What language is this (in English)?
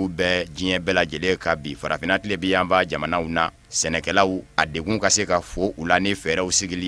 Bambara